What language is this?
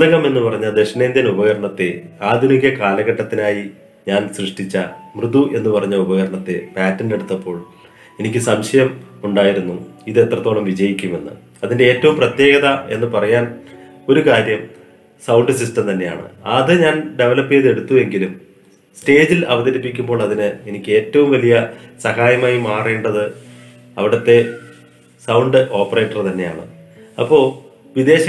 Malayalam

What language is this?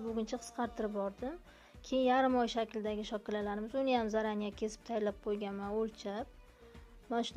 Uzbek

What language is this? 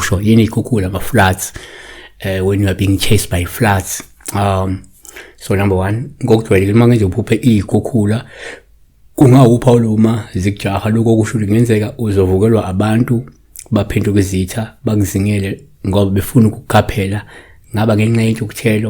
Zulu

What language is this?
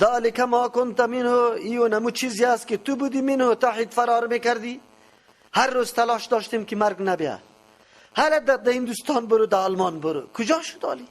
Persian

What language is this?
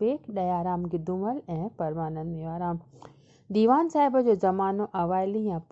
Sindhi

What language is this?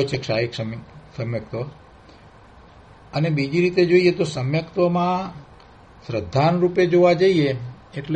Gujarati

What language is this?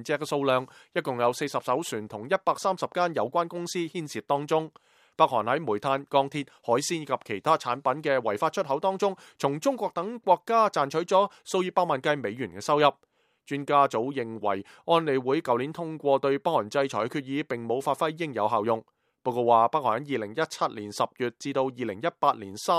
Cantonese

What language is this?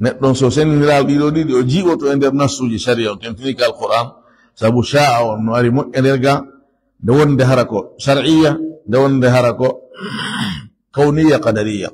Fula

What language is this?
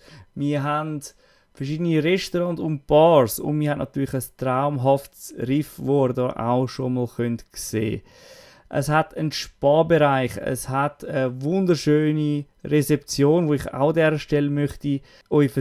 Swiss German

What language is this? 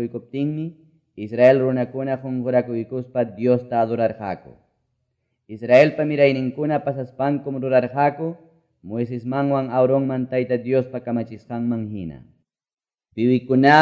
Quechua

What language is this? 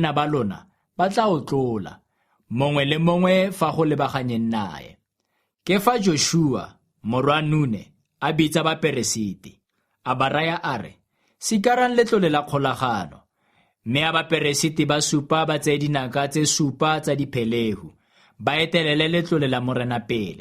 Tswana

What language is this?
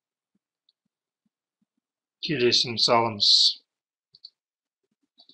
Kazakh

